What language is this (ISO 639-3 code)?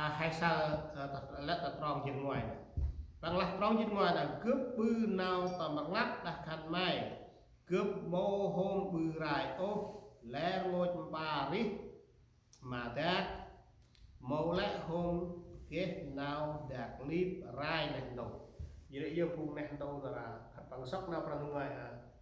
cmo